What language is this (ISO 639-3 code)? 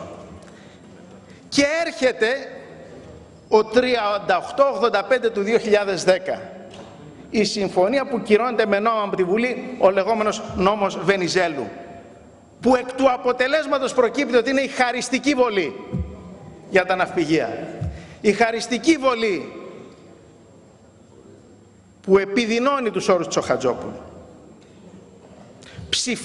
ell